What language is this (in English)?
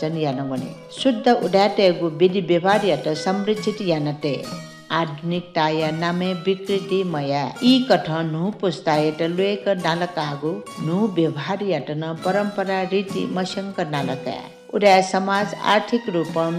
Newari